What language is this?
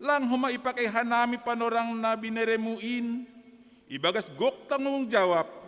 Batak Simalungun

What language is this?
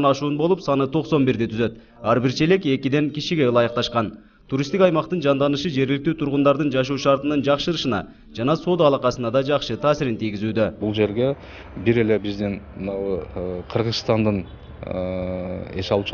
Kyrgyz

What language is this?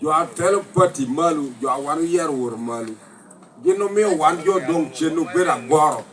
Lango (Uganda)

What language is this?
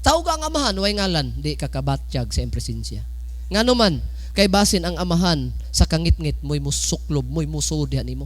Cebuano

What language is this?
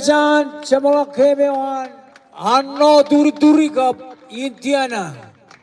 Marshallese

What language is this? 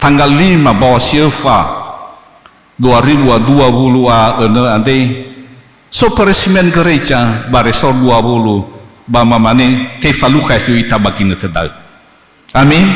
Nias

